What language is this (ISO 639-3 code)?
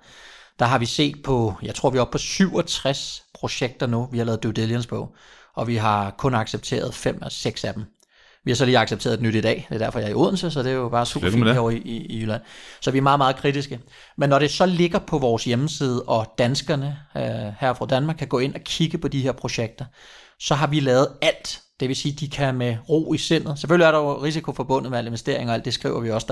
dan